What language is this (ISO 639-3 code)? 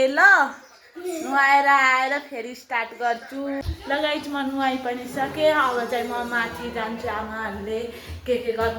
nep